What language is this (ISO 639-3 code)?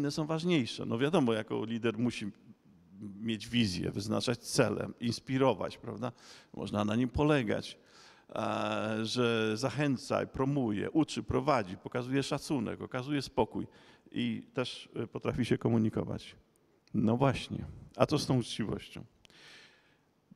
pol